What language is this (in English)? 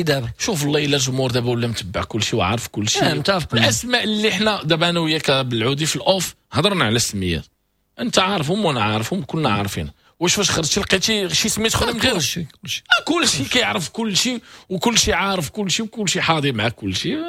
Moroccan Arabic